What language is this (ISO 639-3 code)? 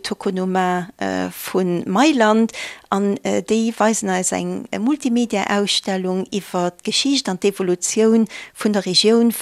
ltz